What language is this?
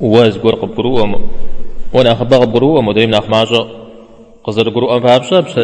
Kabardian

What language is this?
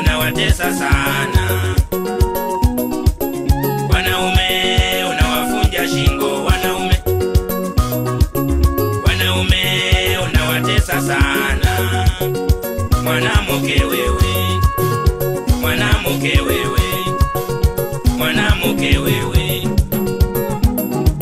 Swahili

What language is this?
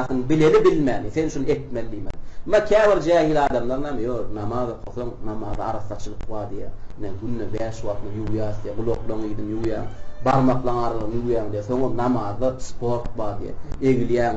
Turkmen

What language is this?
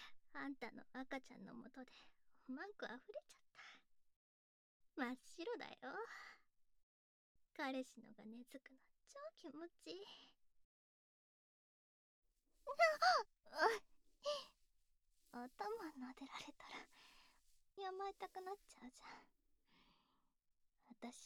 Japanese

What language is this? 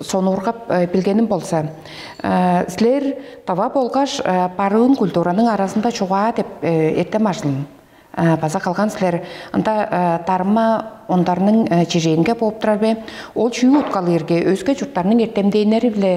Tuvinian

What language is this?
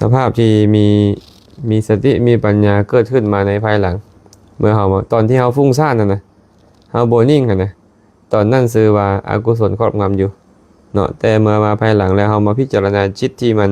Lao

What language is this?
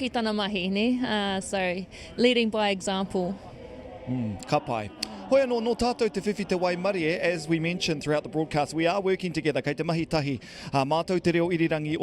Māori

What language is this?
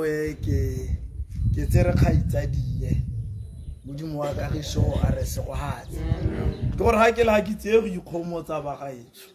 Tswana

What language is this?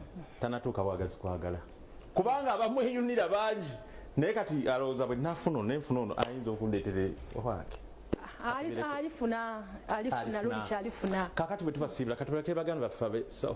Ganda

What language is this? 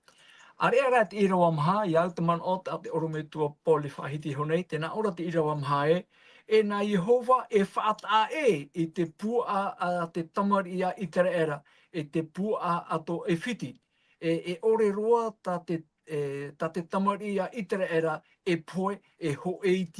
Tahitian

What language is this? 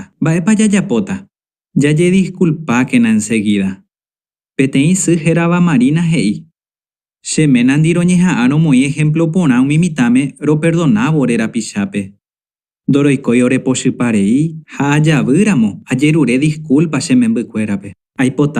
Guarani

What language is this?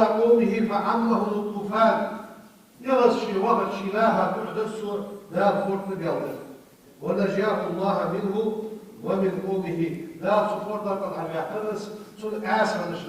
Ingush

